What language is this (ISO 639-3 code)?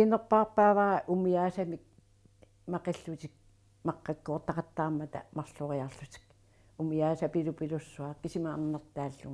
kal